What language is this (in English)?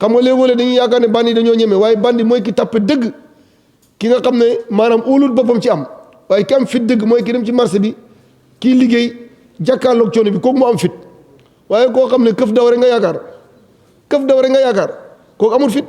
Wolof